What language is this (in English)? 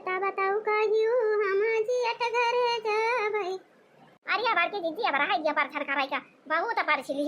Awadhi